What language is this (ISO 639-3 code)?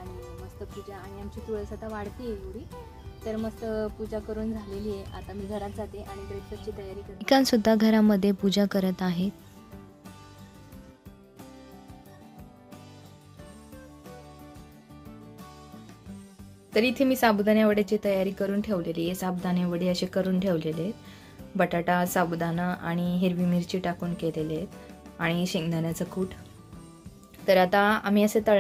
mar